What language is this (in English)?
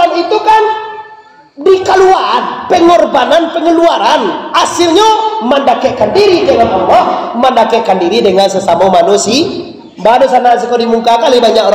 Minangkabau